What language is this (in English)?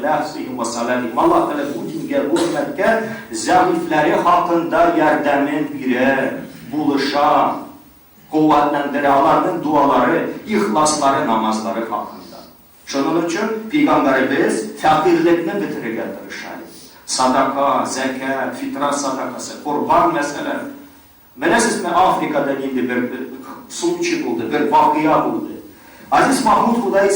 Tatar